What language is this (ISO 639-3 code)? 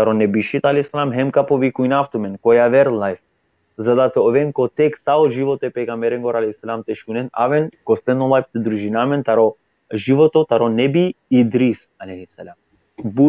rmn